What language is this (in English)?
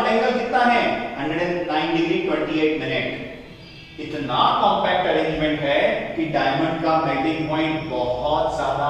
Hindi